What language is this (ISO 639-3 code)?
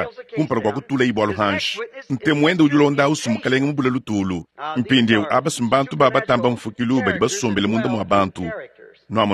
lua